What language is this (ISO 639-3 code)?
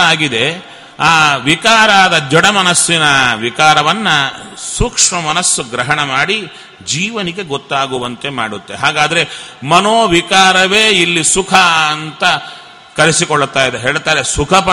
kan